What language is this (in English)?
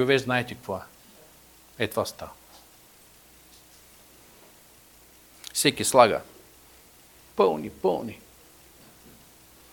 Bulgarian